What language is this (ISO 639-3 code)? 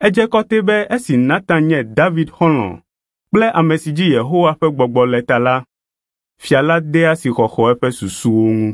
ewe